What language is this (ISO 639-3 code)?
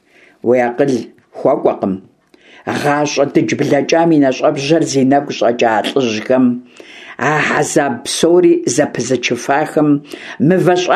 kbd